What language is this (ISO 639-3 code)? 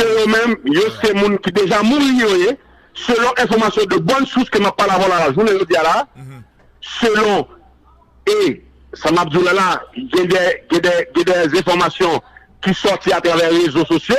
hat